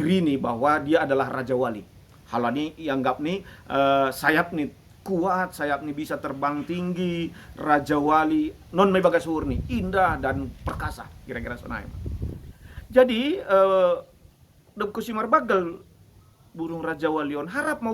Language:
Batak Simalungun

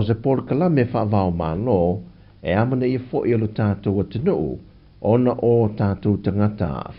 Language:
Samoan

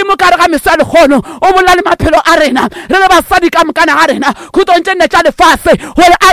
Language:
Northern Sotho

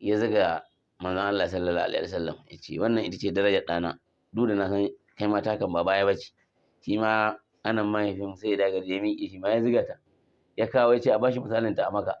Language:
Hausa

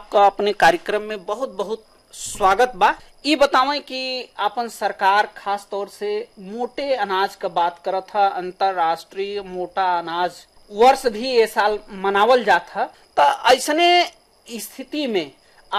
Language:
Bhojpuri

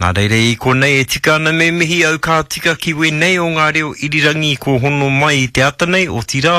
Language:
Māori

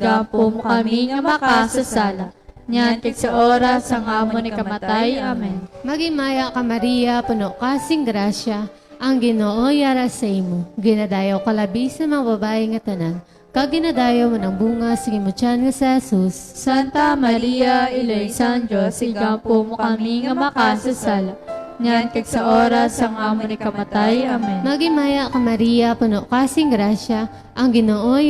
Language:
Hiligaynon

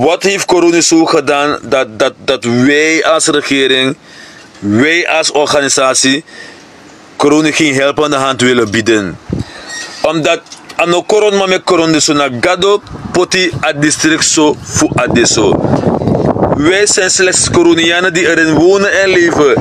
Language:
Sranan Tongo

